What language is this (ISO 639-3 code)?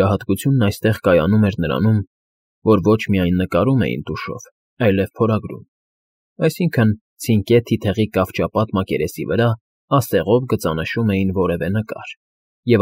hye